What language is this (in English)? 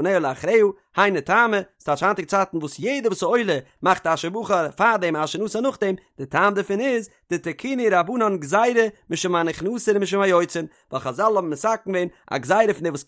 Yiddish